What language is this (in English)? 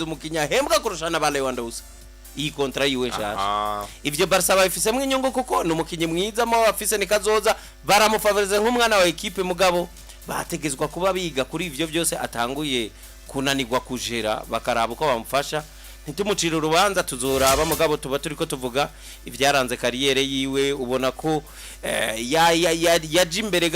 Rundi